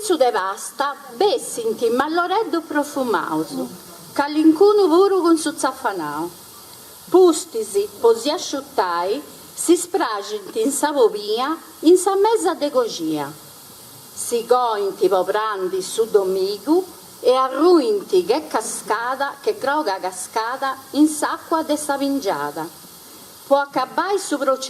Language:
Sardinian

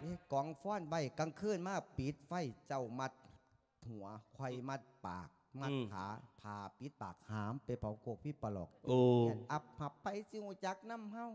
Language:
Lao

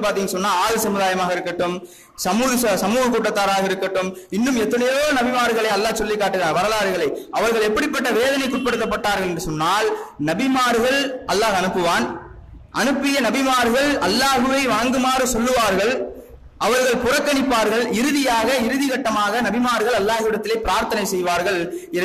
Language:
Tamil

